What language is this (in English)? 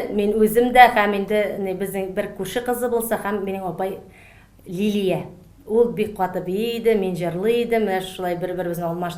Tatar